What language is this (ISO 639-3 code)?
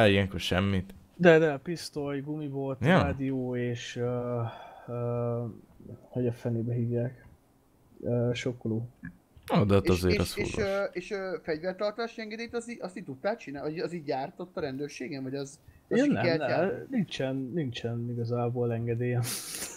hun